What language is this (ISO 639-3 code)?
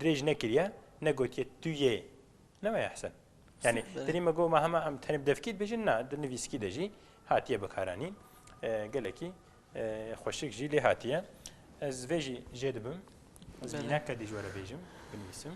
kur